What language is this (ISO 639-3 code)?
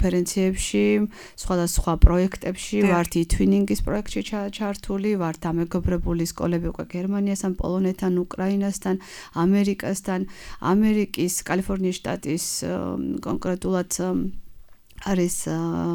kat